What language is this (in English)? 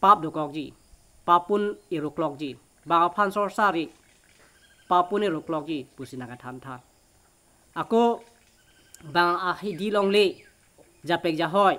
Karbi